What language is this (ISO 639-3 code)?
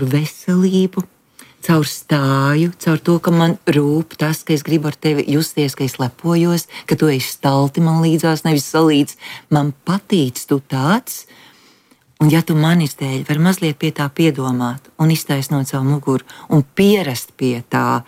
lav